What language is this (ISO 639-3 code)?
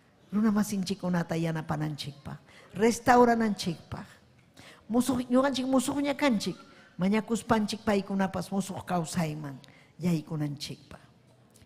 quy